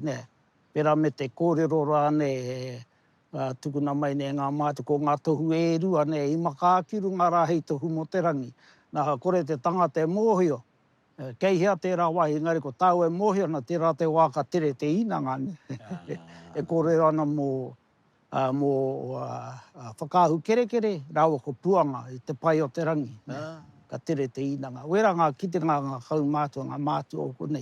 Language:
Māori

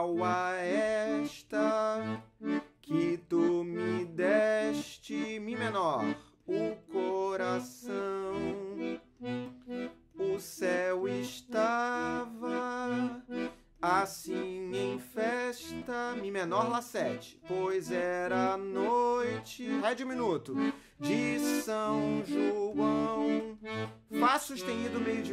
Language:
Portuguese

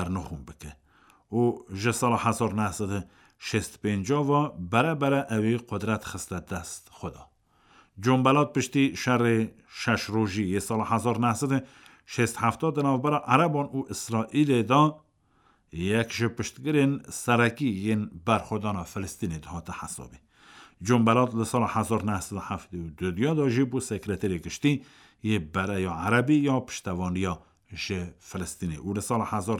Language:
Kurdish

